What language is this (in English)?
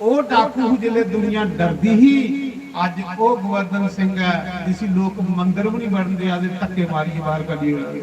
Dogri